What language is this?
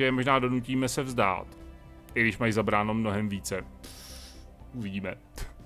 Czech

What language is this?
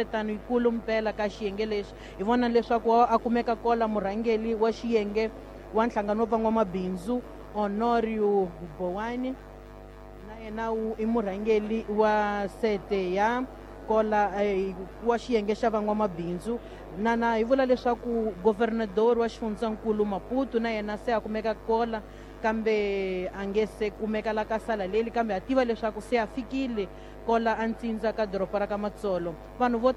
Tsonga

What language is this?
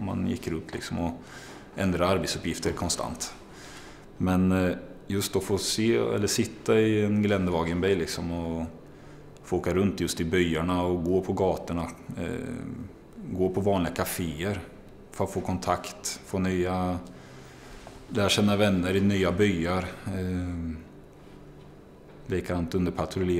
Swedish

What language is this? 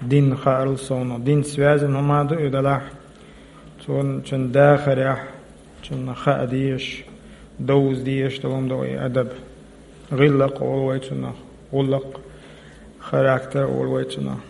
Chechen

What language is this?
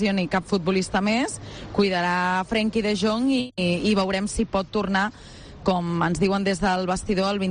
Catalan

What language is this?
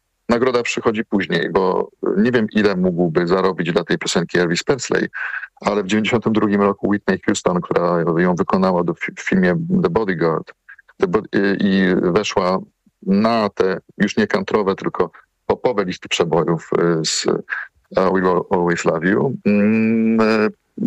Polish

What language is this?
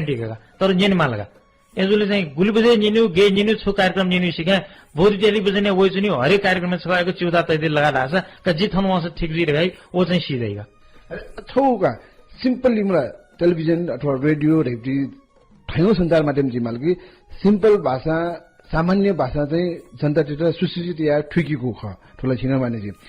Newari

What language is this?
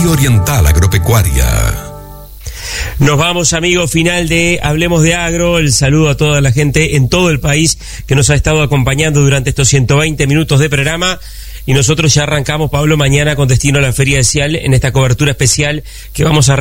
Spanish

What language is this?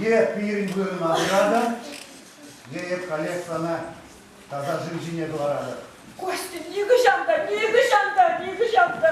Chuvash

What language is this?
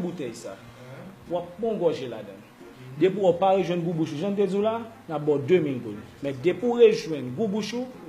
Haitian Creole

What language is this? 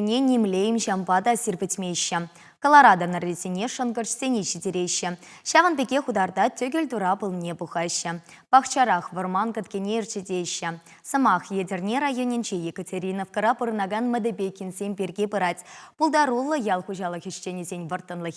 Chuvash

